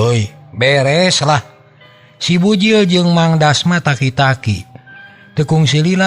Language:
Sundanese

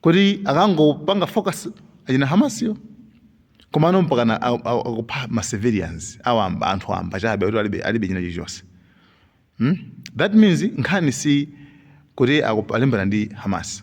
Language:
Nyanja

